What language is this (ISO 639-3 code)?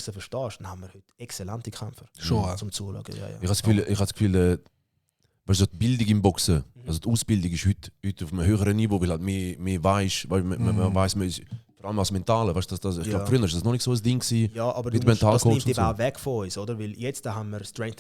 gsw